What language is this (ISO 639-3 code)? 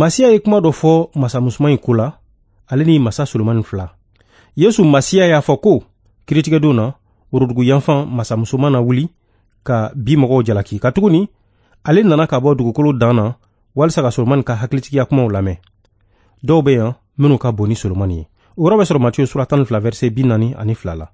bam